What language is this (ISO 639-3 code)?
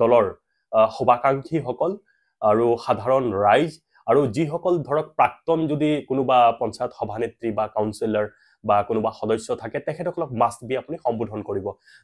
asm